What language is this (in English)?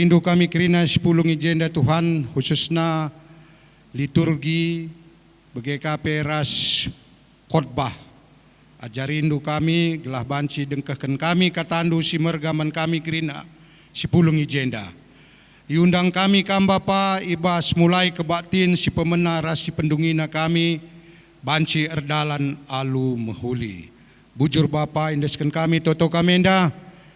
Batak Karo